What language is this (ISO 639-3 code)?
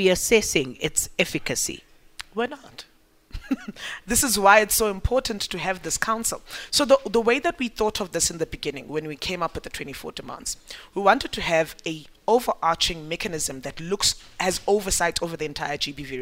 eng